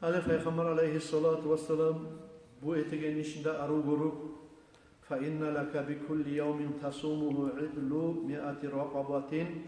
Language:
Kumyk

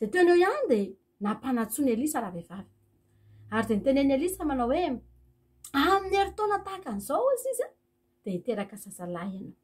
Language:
Malagasy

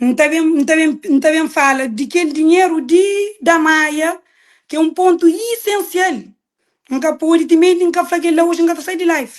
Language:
Kabuverdianu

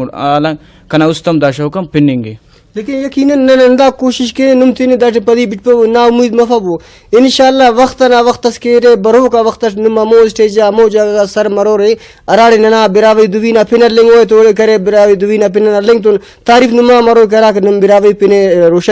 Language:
Brahui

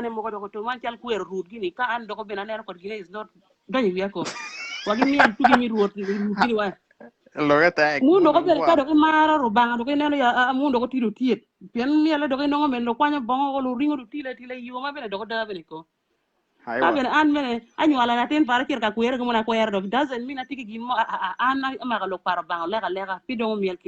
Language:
Acoli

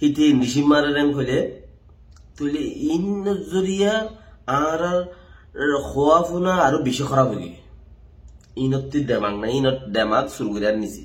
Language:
Rohingya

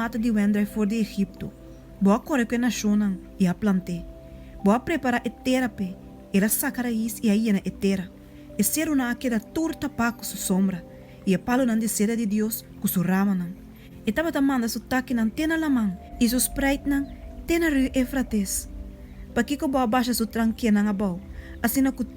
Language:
Papiamento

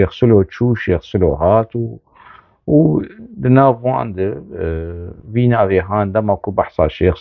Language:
Kurdish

